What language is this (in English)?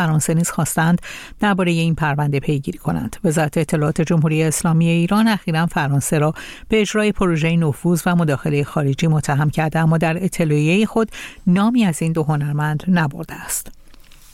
Persian